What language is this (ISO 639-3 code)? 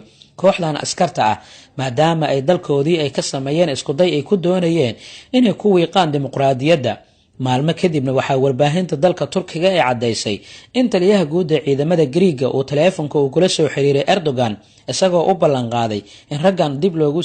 som